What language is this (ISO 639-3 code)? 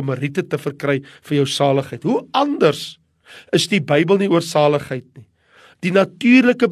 afr